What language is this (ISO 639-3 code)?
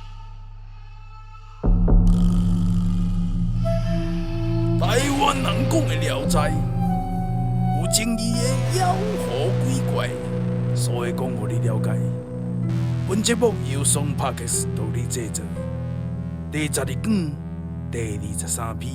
nan